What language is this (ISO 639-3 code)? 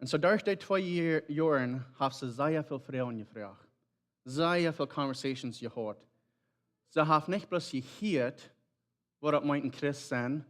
pdt